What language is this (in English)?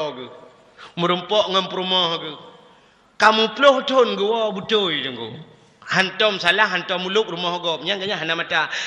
Achinese